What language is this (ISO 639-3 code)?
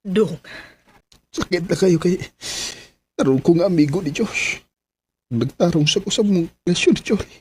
ceb